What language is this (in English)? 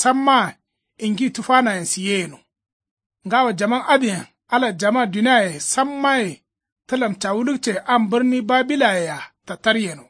Kanuri